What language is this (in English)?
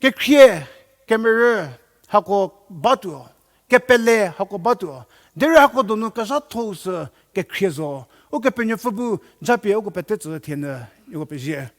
Angami Naga